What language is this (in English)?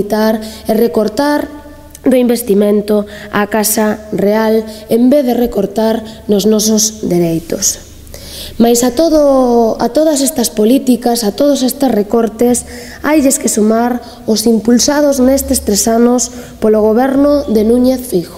Galician